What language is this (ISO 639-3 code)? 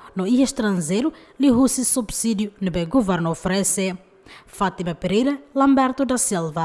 tet